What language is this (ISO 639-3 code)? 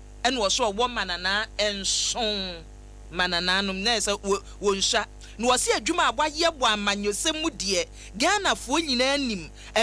aka